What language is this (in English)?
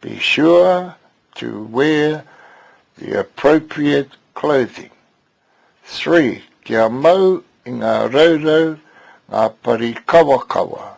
Māori